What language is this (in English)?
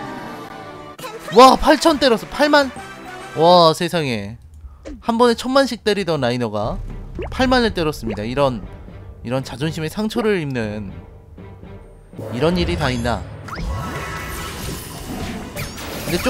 Korean